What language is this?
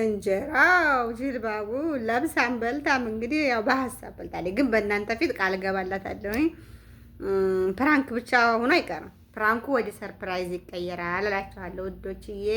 Amharic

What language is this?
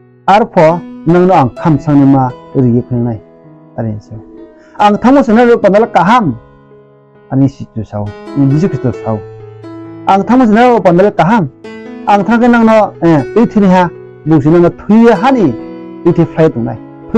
Riang (India)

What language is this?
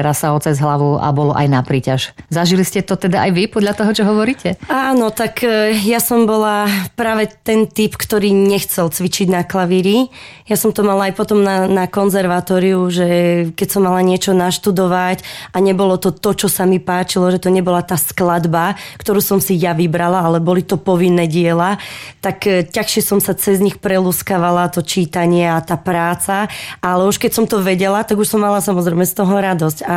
Slovak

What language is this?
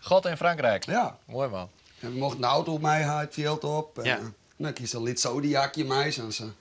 Western Frisian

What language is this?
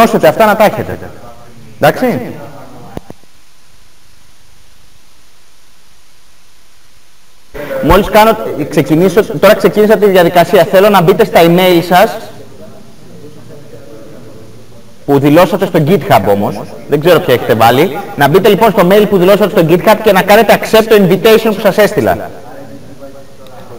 Greek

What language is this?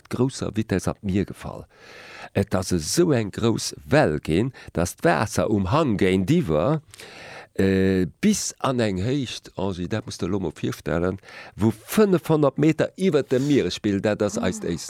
Luxembourgish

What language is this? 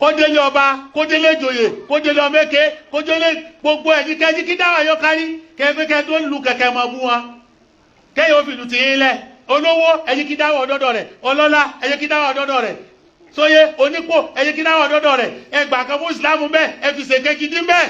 Yoruba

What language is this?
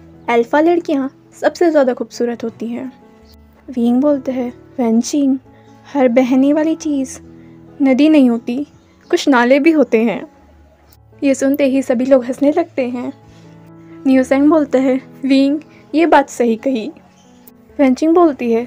Hindi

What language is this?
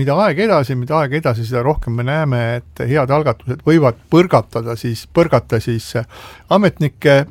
Estonian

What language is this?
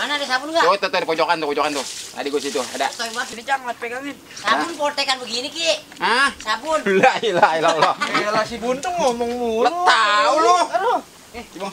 Betawi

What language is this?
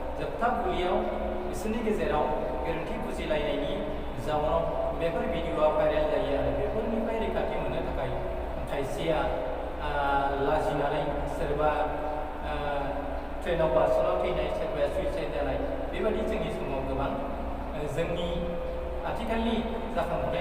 Bodo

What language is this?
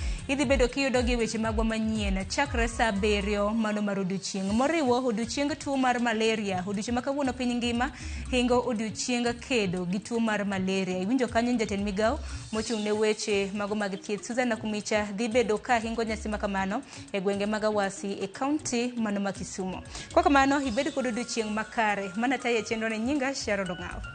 Luo (Kenya and Tanzania)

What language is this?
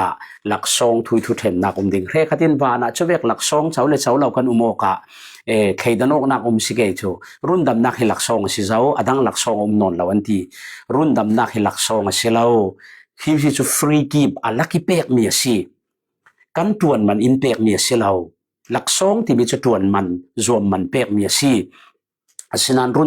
Falam Chin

